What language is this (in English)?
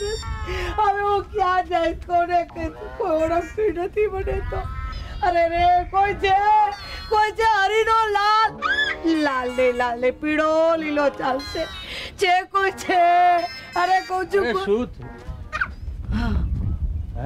Gujarati